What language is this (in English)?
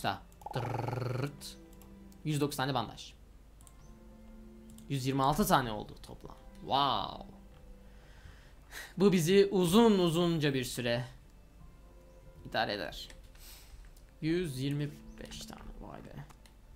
Turkish